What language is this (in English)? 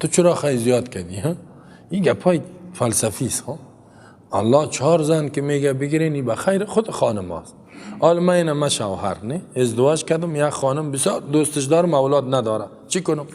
Persian